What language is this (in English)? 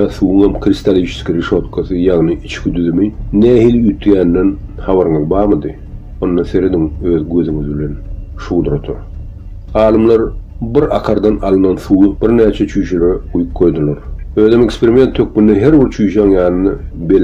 Turkmen